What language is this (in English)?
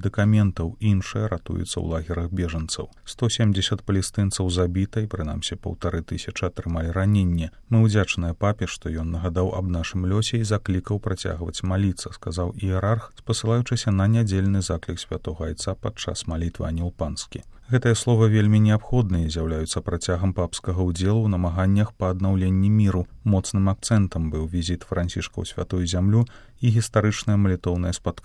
Belarusian